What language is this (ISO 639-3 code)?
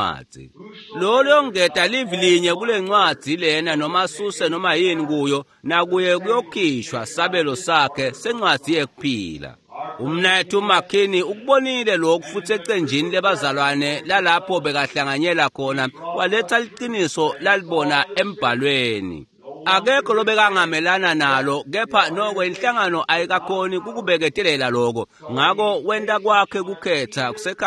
ssw